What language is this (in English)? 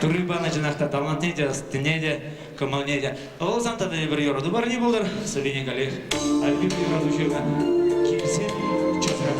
Chuvash